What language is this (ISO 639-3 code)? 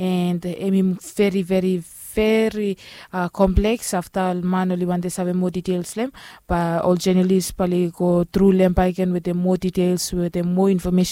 bis